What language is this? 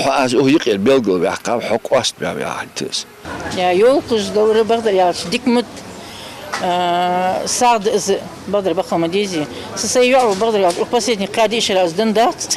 Ingush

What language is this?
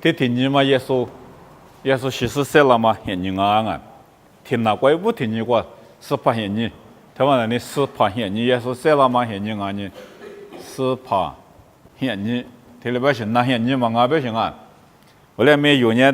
Lisu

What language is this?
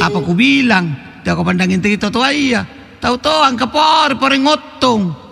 Makasar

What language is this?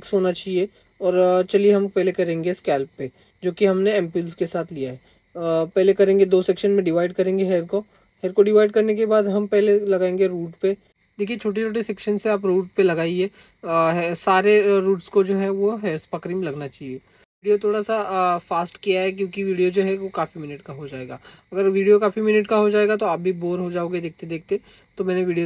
Hindi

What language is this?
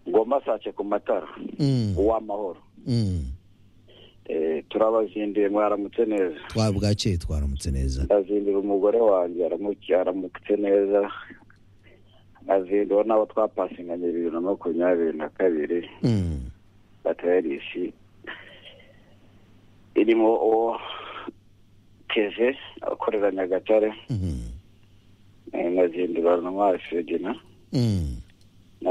Kinyarwanda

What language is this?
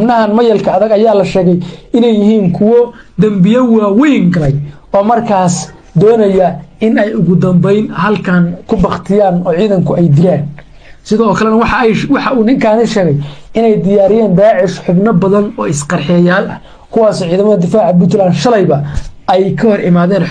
Somali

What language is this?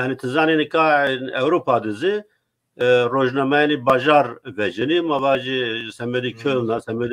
Zaza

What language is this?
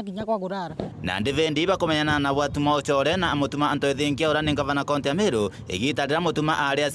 Meru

